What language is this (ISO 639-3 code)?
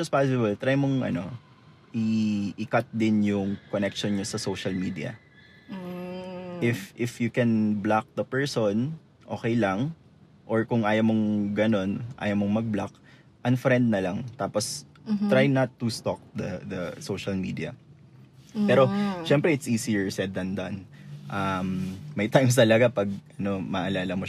fil